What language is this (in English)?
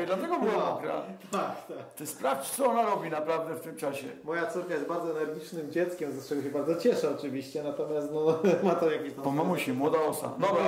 Polish